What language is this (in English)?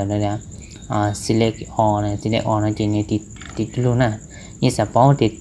Hmong